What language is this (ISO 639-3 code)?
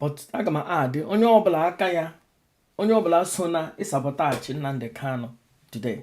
ibo